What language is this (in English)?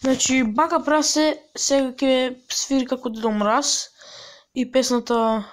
Macedonian